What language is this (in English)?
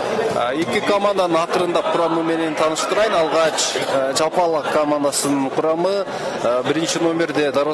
Kyrgyz